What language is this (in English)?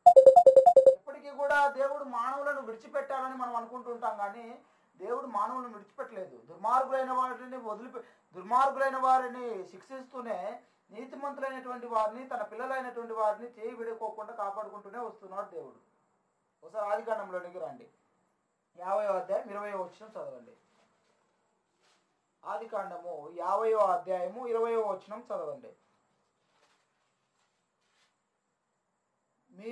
Telugu